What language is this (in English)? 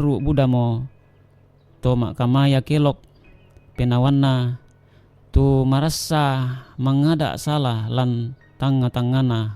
Toraja-Sa'dan